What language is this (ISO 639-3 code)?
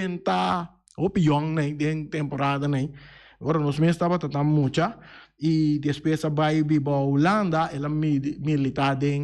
pap